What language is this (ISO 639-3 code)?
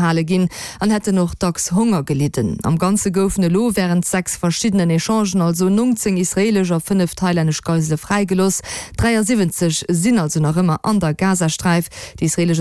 ltz